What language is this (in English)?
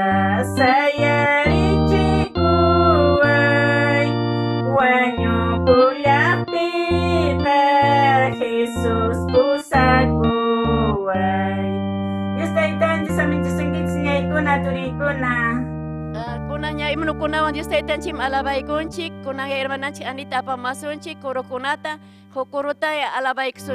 Ayacucho Quechua